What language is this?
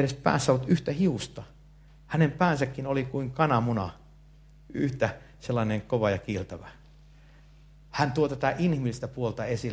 Finnish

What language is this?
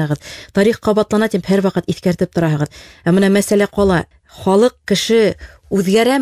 Bashkir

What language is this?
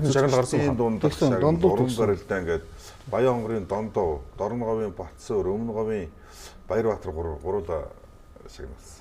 Mongolian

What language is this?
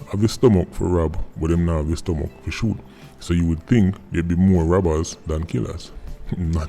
Jamaican Creole English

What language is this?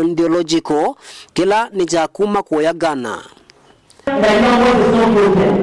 Kamba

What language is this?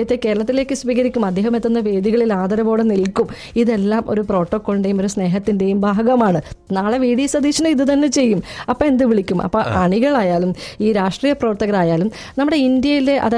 Malayalam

